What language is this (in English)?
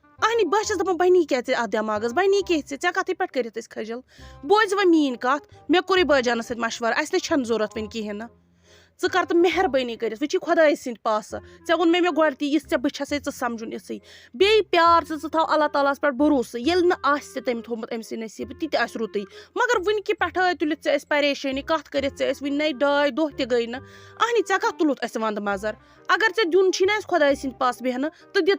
Kashmiri